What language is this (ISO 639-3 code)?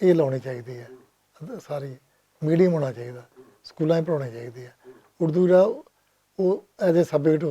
lah